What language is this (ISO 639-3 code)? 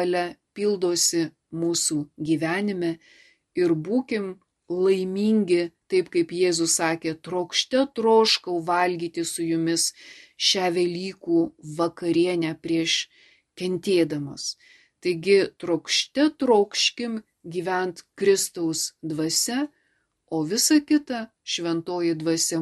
lit